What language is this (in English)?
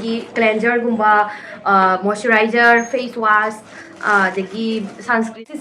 Manipuri